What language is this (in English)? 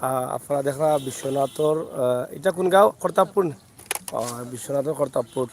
Sylheti